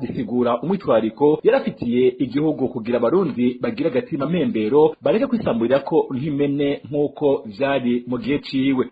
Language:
Rundi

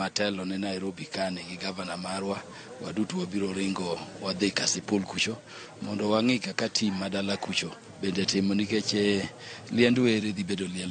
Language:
Luo (Kenya and Tanzania)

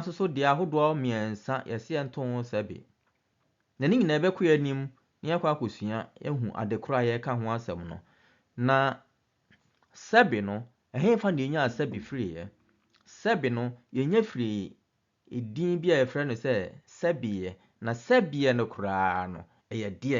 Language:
Akan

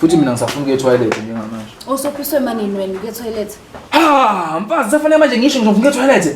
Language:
Zulu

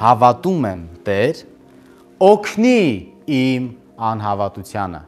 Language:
Armenian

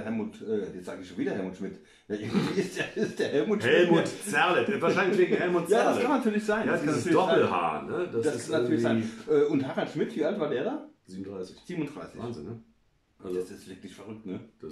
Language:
German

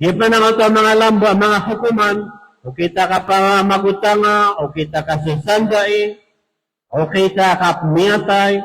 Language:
Maranao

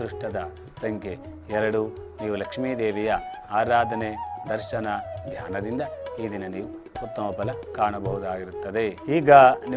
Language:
Kannada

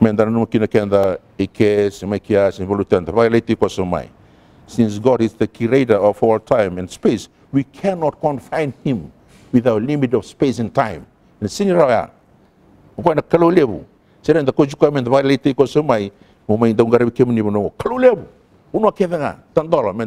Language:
Fijian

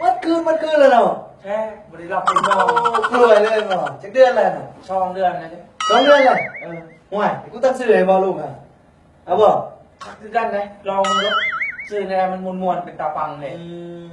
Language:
Lao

